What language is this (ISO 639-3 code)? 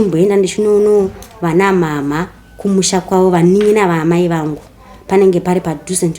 sna